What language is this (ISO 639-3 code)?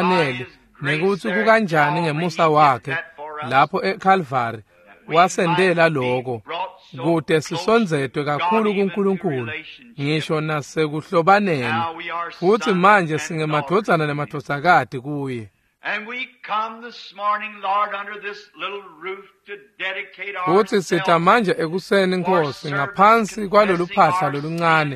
ssw